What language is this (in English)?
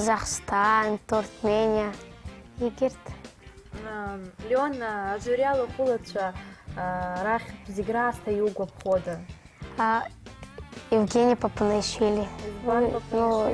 Abkhazian